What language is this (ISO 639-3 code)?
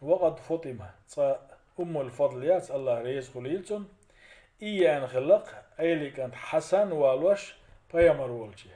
che